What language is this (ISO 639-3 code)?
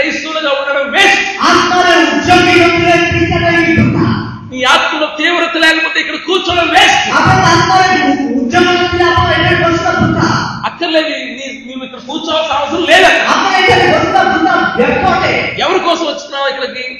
tel